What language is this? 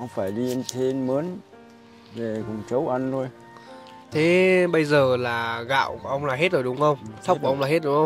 Vietnamese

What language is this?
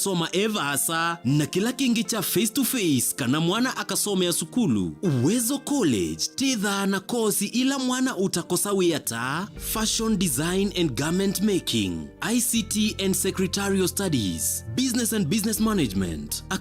Kamba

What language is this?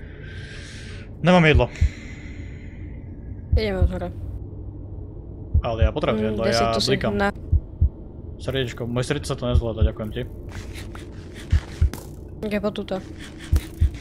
Slovak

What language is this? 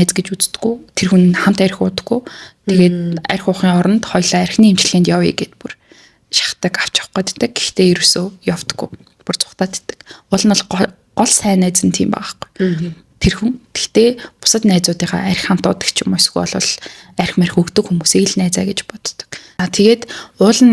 Mongolian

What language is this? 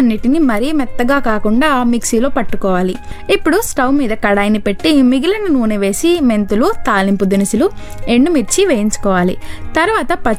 Telugu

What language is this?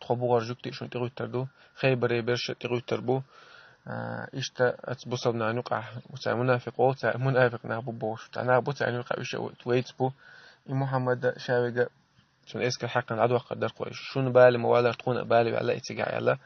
Chechen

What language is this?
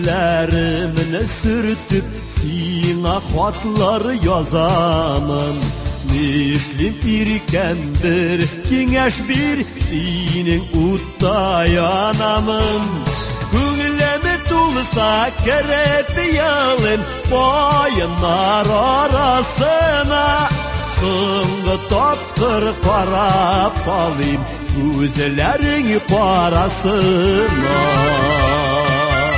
Tatar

